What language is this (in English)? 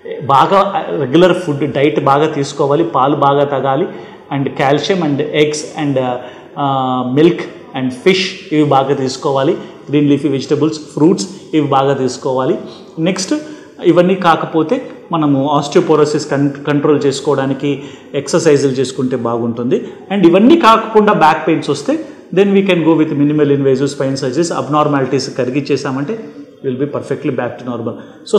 Telugu